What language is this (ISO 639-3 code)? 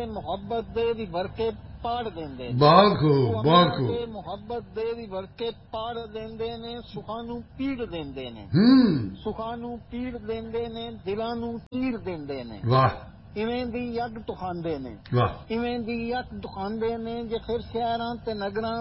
pan